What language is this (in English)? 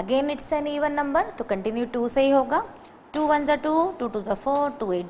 Hindi